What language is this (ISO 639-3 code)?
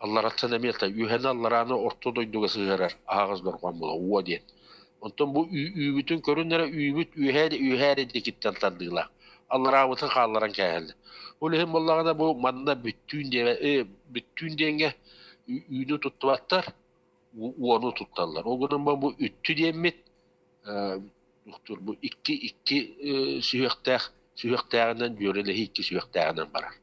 sah